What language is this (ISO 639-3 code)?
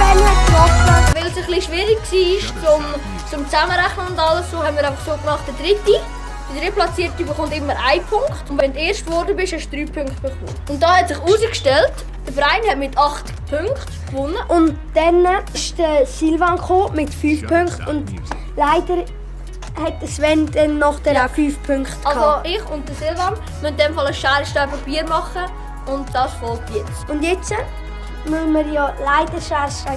gsw